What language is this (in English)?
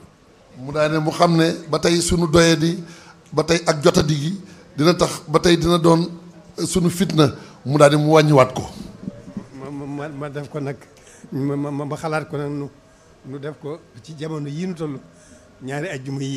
Wolof